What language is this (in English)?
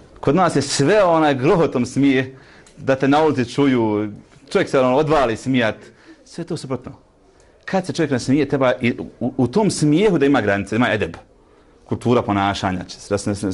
Bosnian